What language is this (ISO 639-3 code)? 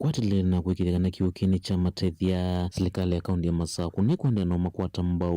kam